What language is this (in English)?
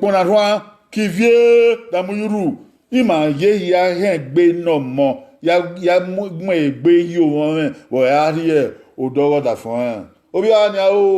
Bini